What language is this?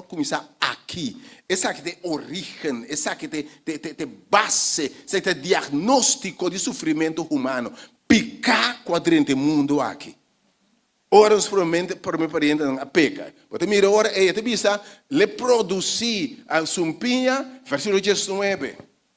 Papiamento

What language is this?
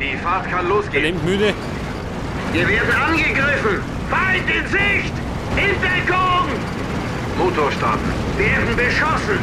Bavarian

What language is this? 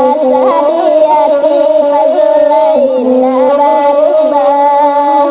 Minangkabau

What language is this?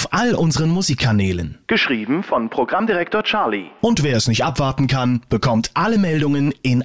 German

